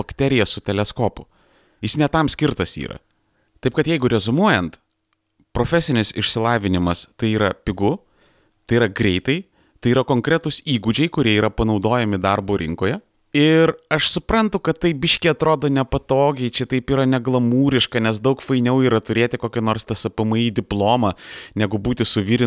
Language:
Lithuanian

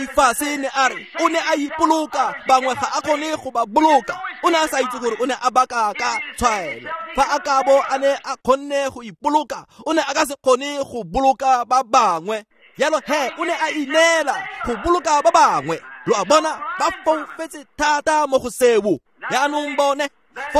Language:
Tswana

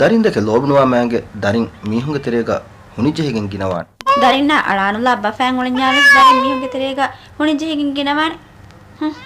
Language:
Divehi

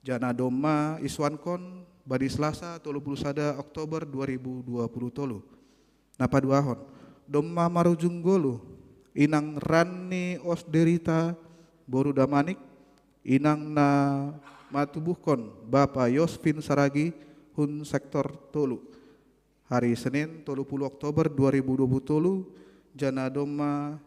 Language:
Batak Simalungun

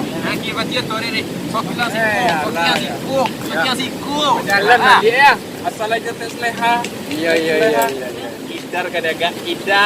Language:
Minangkabau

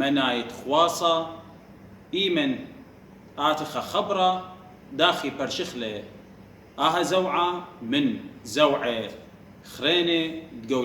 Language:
Assyrian Neo-Aramaic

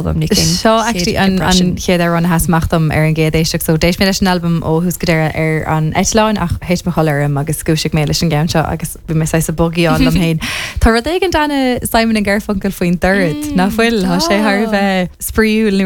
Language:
Irish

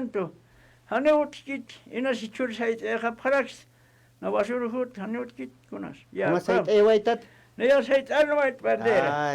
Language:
Aymara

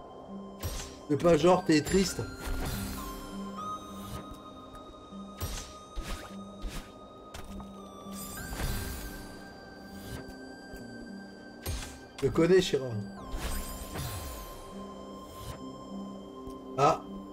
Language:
French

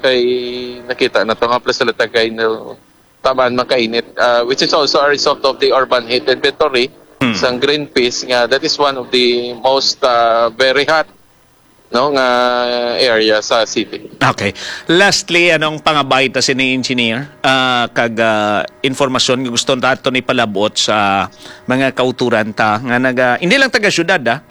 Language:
Hiligaynon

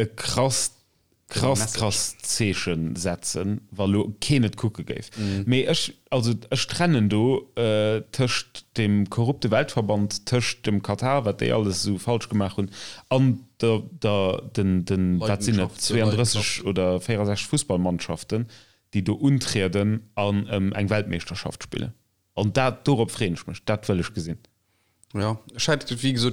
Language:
Luxembourgish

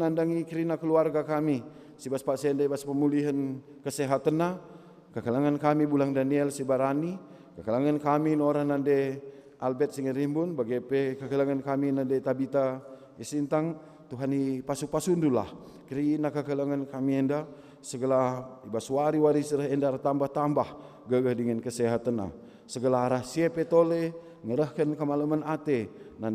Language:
Batak Karo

